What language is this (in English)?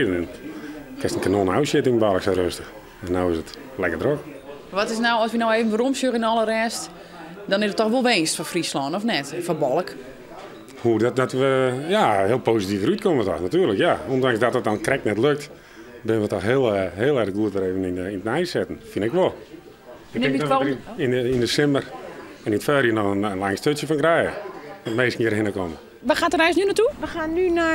Western Frisian